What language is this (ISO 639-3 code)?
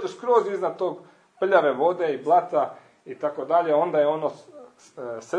hrv